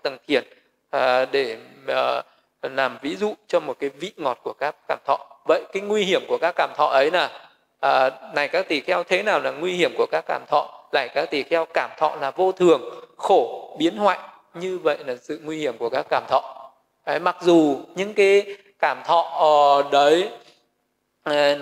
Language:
Vietnamese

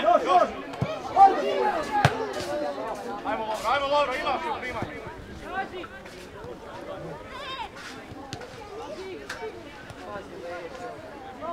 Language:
Croatian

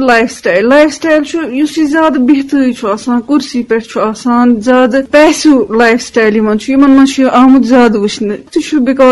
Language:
Kashmiri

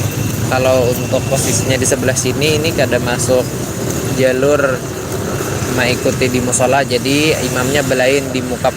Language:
Banjar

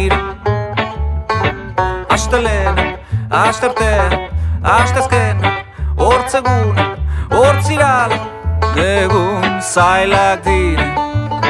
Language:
Basque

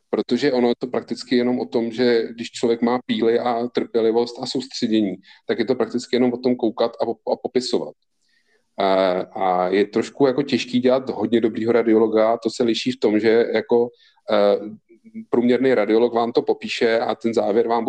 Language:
Czech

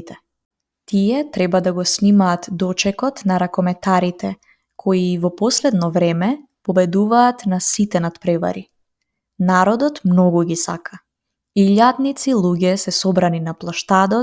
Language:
Macedonian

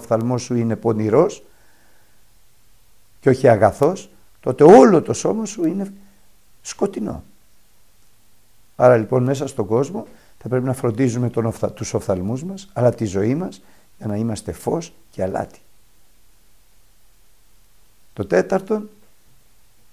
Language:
Greek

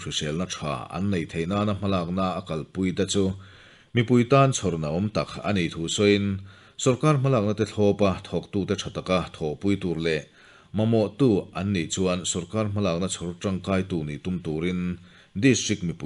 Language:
Mizo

